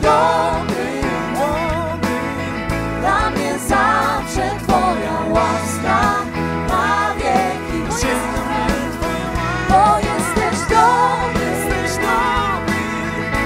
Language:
Polish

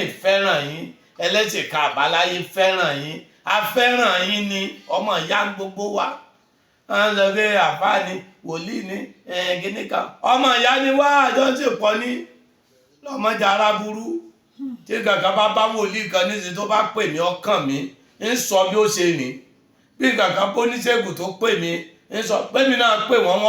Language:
Yoruba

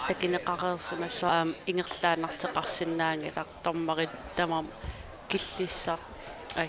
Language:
Kalaallisut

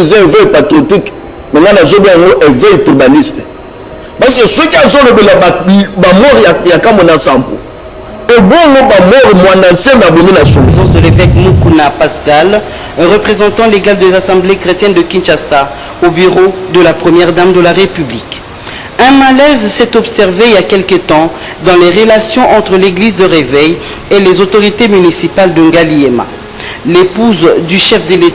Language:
Lingala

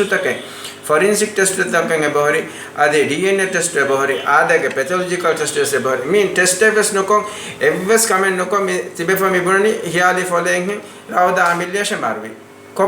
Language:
Divehi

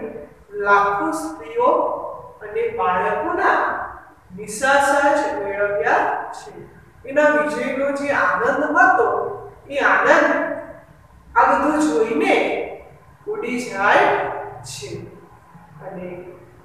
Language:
Gujarati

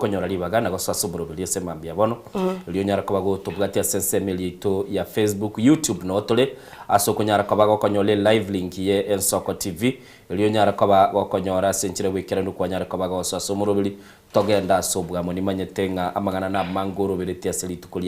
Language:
Gusii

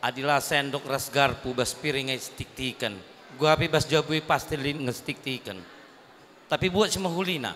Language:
Batak Karo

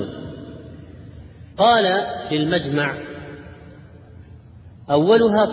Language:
Arabic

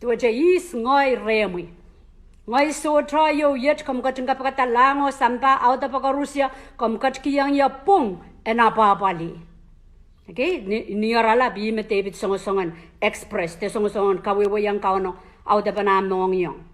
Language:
Pohnpeian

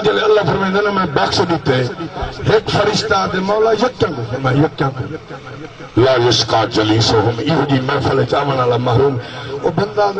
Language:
Saraiki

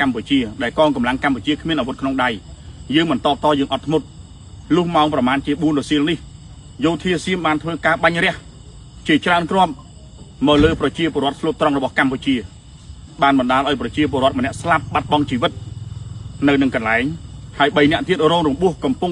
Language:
Khmer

